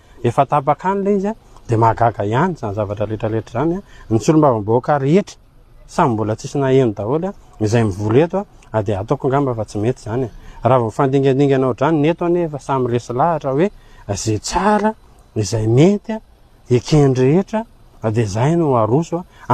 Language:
Malagasy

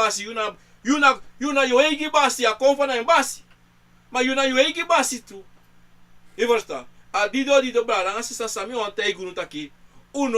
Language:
Sranan Tongo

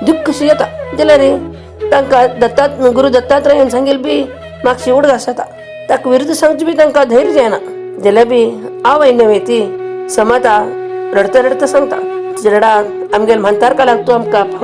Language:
Konkani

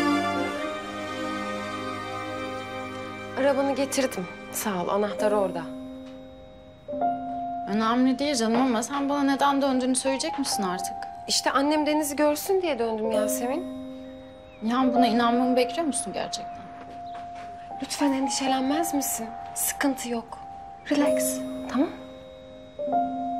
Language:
Turkish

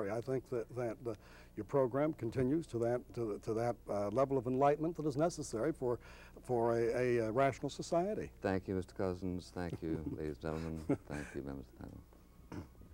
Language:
English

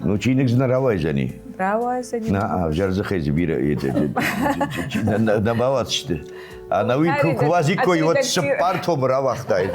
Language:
Ossetic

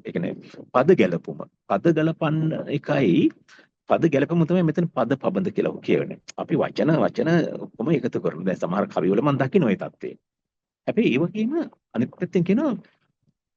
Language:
Sinhala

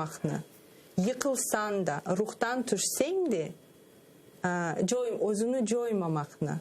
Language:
Crimean Tatar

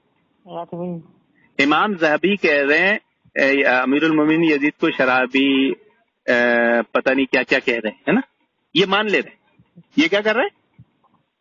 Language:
Urdu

